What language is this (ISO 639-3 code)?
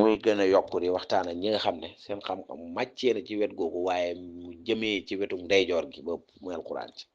wol